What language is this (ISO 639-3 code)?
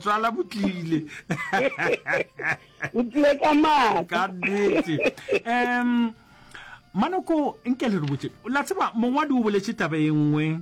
nso